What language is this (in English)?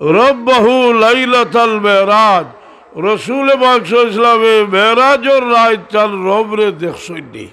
Sylheti